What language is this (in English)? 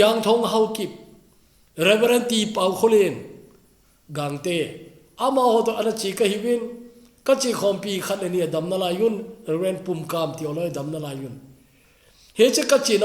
Thado Chin